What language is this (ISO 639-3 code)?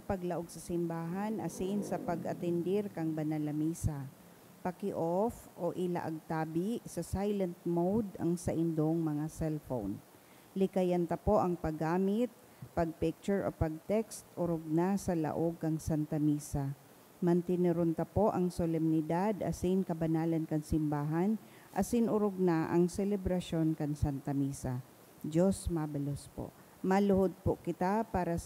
bik